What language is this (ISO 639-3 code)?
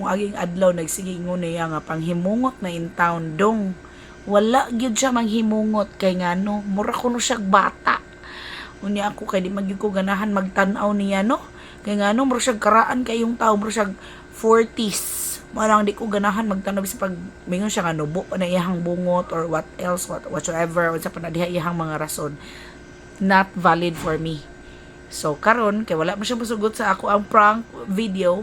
ceb